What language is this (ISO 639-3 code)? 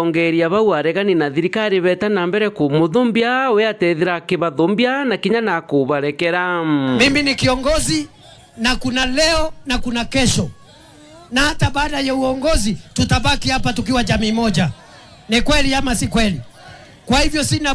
mer